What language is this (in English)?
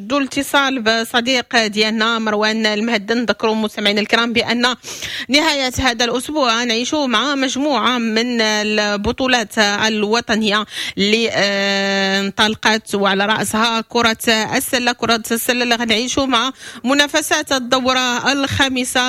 Moroccan Arabic